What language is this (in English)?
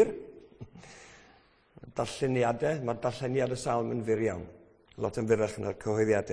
Welsh